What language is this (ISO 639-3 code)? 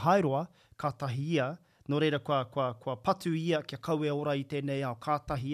mri